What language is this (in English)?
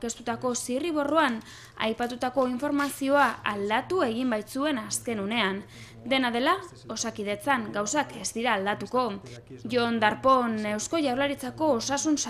Basque